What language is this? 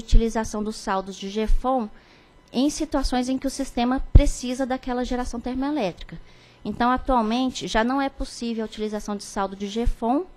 Portuguese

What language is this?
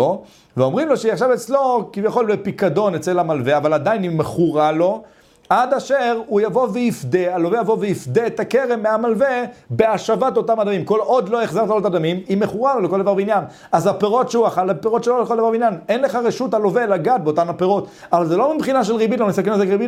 Hebrew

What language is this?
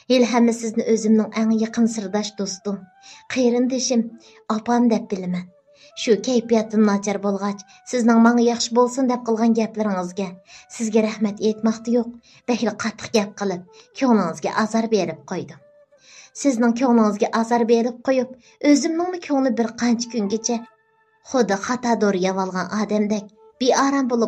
Uyghur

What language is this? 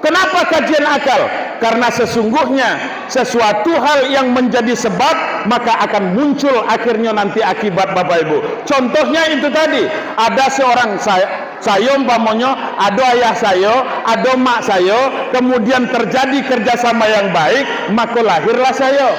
Minangkabau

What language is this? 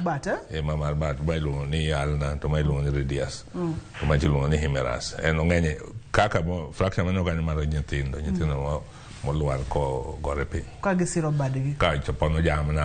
Luo (Kenya and Tanzania)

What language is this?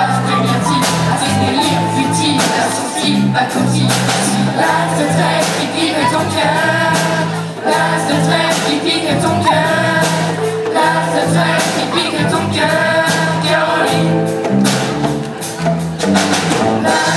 French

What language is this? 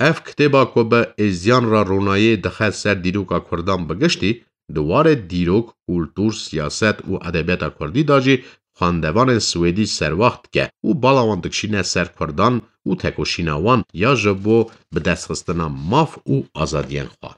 Kurdish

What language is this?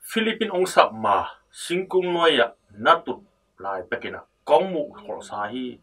Tedim Chin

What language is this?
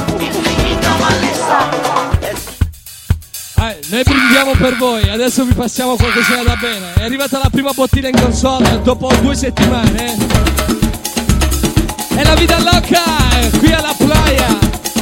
Italian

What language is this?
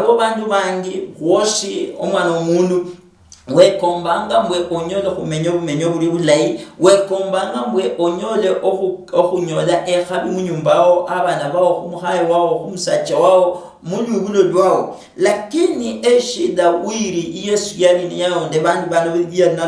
Luyia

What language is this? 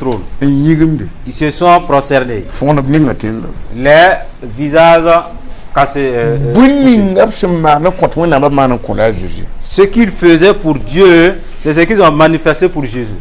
Mossi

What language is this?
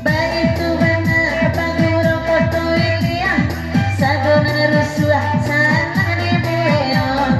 Minangkabau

